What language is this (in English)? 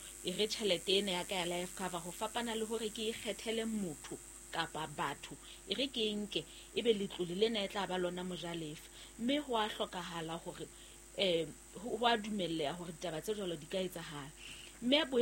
Southern Sotho